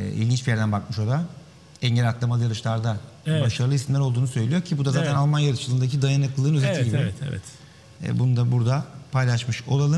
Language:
Turkish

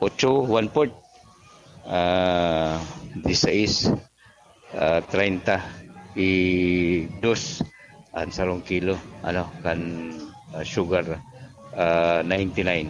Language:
Bikol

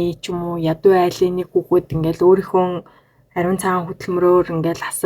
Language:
Mongolian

